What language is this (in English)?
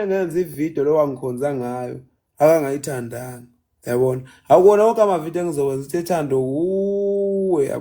Zulu